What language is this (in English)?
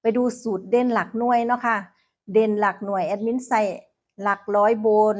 Northeastern Thai